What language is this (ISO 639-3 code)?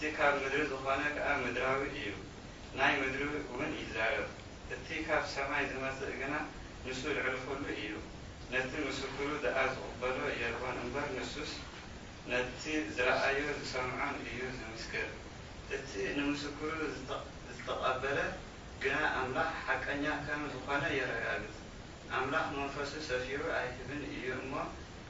tir